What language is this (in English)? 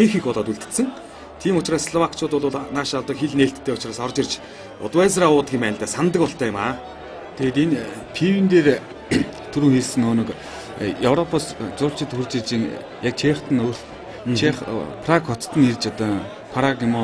Mongolian